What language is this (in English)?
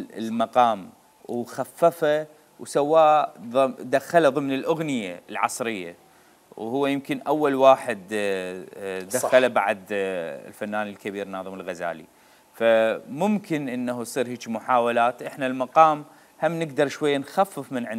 Mesopotamian Arabic